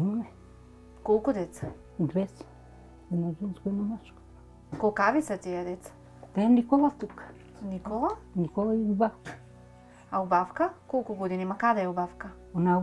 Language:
Macedonian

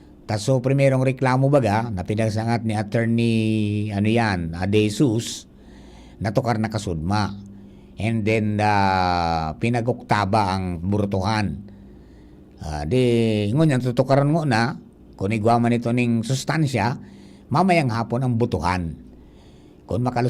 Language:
Bikol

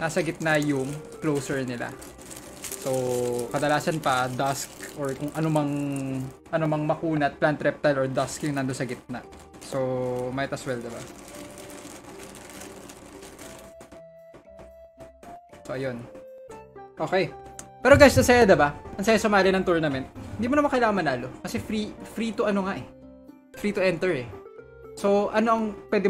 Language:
Filipino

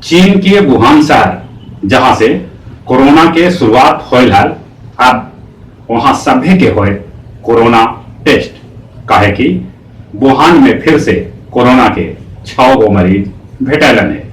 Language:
Magahi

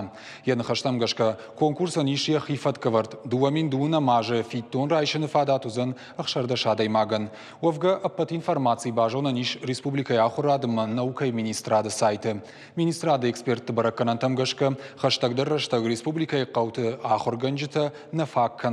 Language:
Ossetic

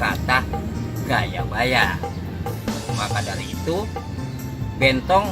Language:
Betawi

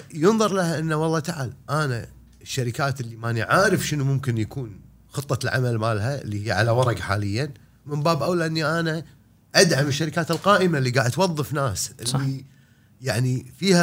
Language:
Gulf Arabic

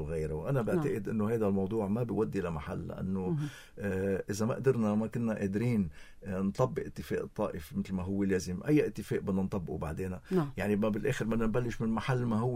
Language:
North Levantine Arabic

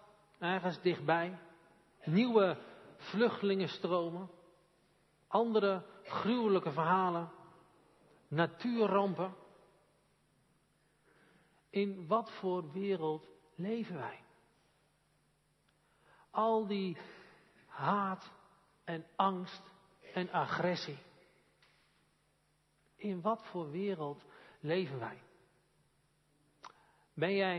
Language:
Dutch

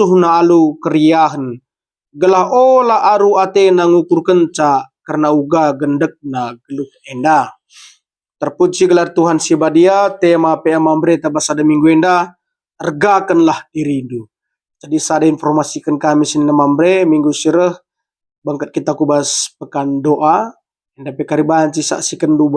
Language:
Batak Karo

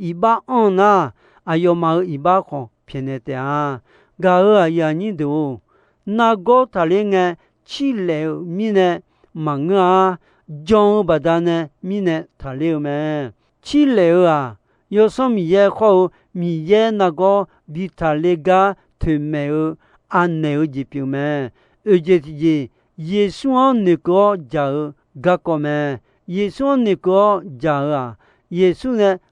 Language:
Akha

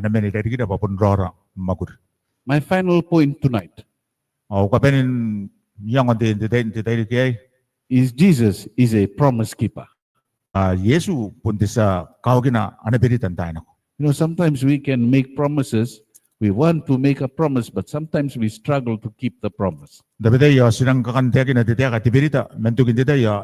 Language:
Gilbertese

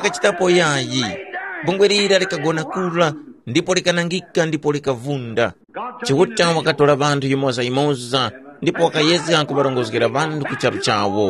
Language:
Tumbuka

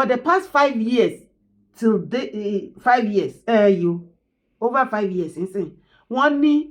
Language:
Yoruba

